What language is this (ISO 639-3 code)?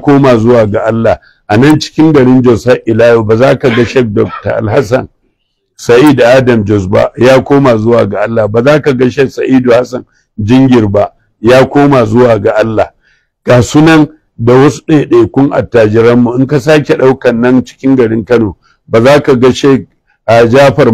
hau